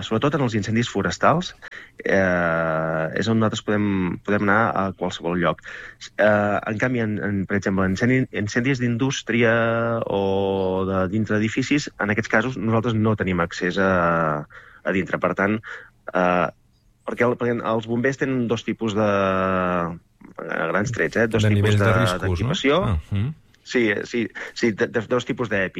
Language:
Catalan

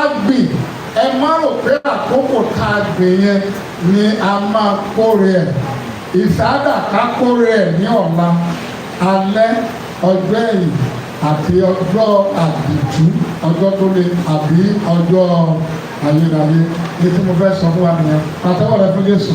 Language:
Yoruba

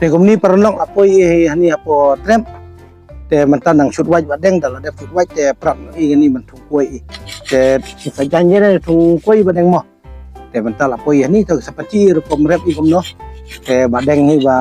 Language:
Khasi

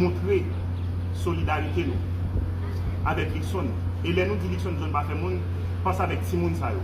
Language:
Haitian Creole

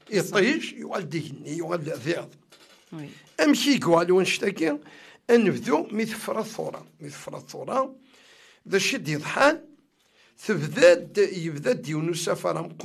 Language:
Kabyle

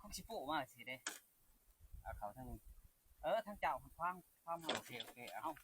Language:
Lao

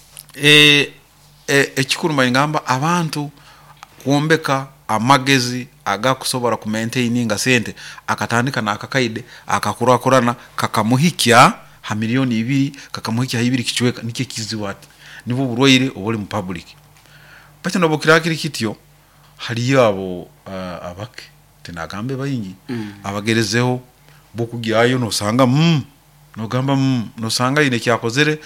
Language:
Nyoro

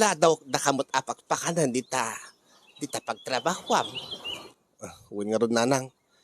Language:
Iloko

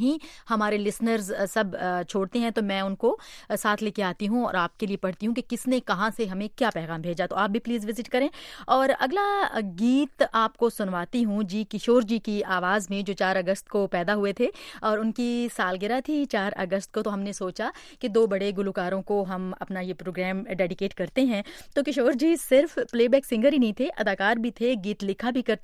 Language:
Hindi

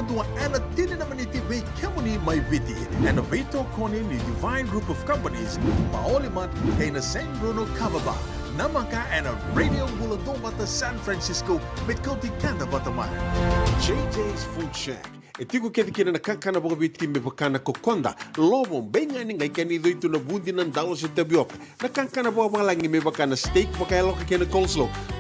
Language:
Fijian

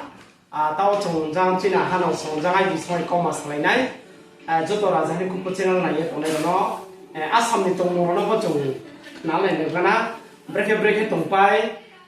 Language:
Riang (India)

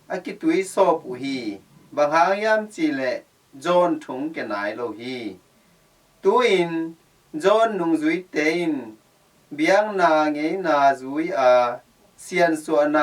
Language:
Tedim Chin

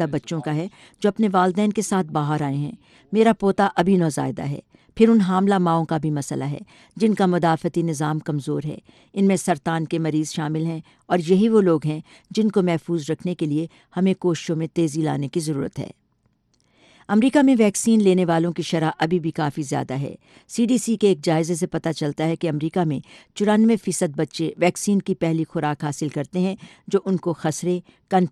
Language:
Urdu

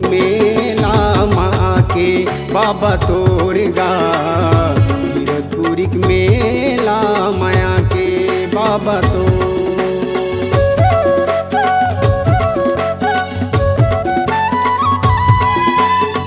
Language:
Chhattisgarhi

